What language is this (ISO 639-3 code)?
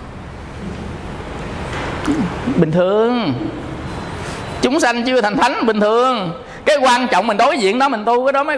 vie